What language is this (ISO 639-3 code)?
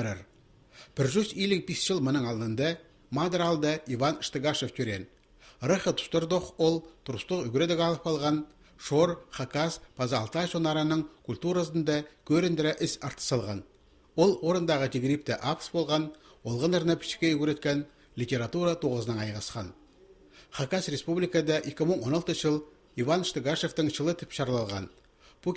kjh